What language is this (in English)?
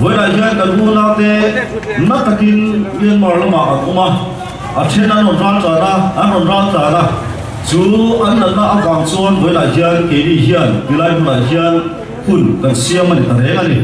Mizo